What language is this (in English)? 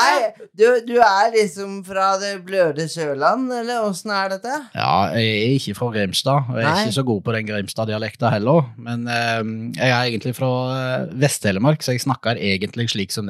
Norwegian